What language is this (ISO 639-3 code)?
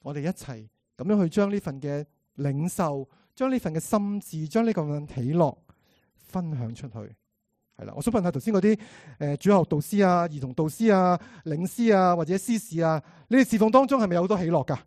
yue